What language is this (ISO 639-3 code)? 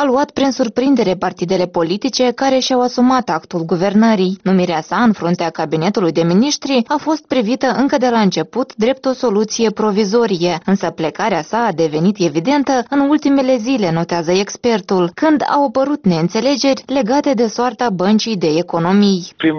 ron